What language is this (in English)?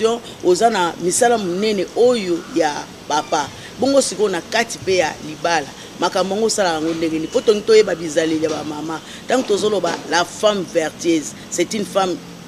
Lingala